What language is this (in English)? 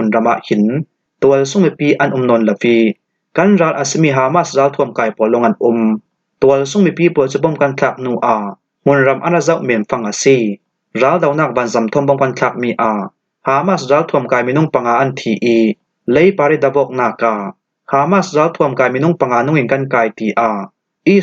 Falam Chin